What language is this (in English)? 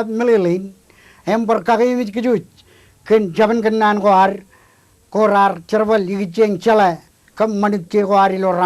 Marshallese